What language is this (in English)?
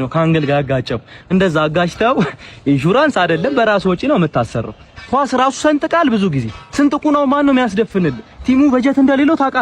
Amharic